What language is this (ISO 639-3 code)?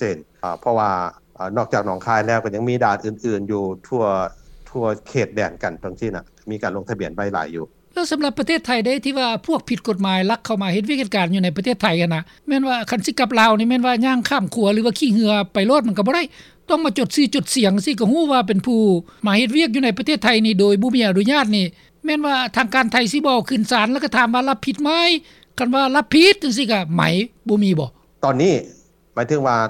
lao